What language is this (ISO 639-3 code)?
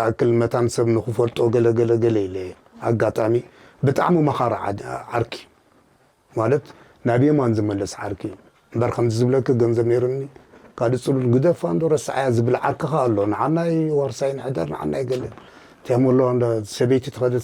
tir